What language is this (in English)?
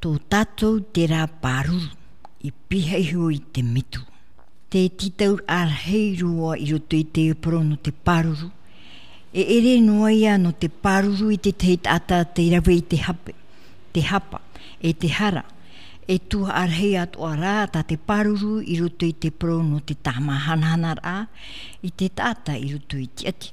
Tahitian